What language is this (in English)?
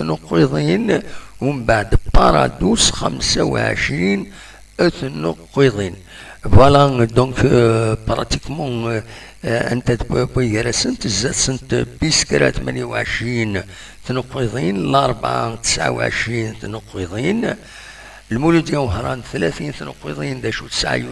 Kabyle